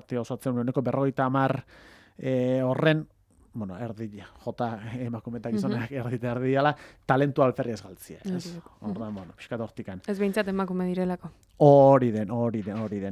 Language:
Basque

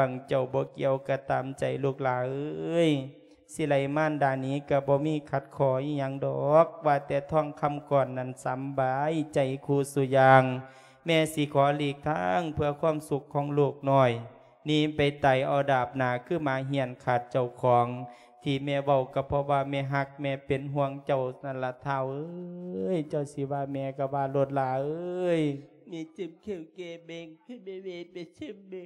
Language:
Lao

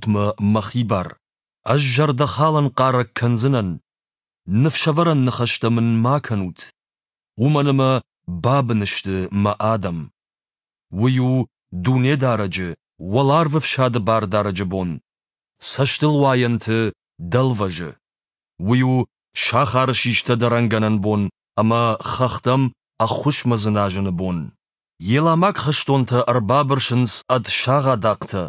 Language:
Ossetic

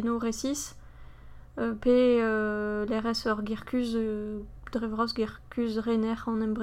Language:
Breton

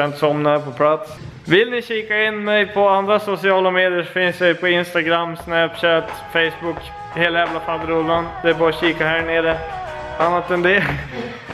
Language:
Swedish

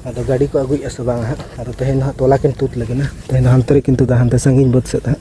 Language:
Santali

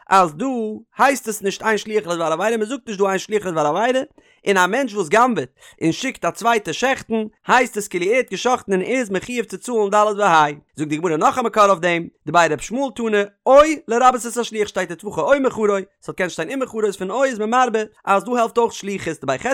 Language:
Yiddish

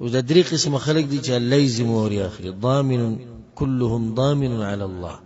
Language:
Pashto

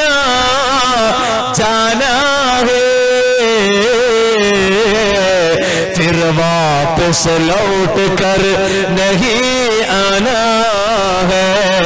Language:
Malayalam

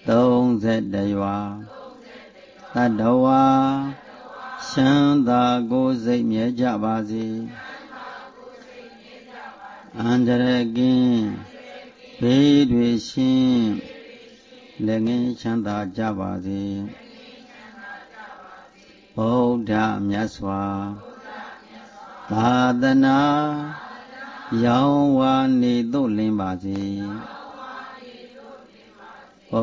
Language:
Burmese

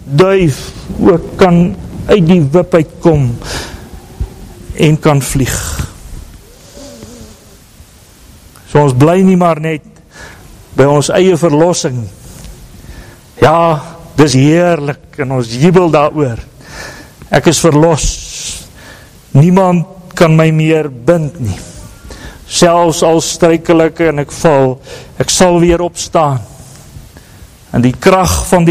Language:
Afrikaans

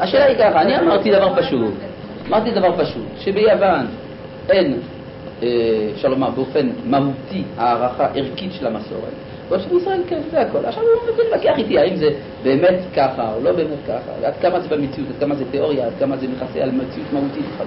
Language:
Hebrew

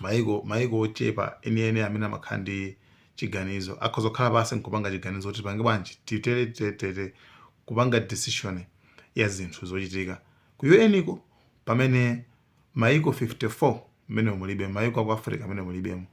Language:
Nyanja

